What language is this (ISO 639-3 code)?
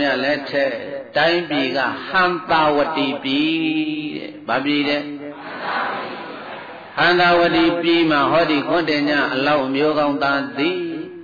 mya